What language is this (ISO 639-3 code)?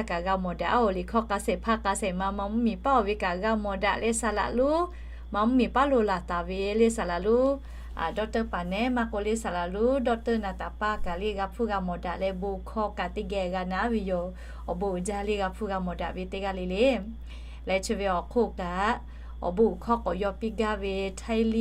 lhu